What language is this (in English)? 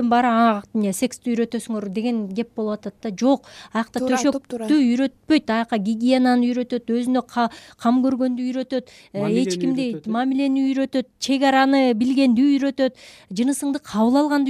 Kyrgyz